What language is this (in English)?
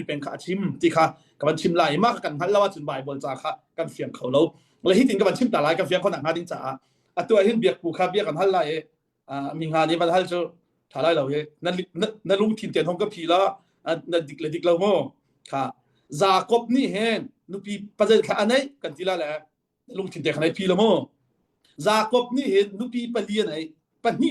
Hakha Chin